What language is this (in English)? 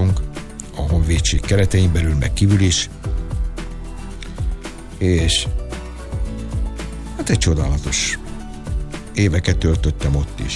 Hungarian